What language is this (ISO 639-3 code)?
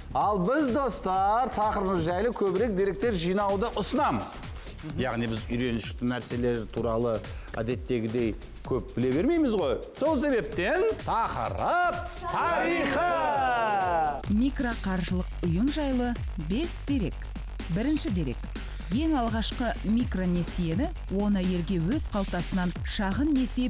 kaz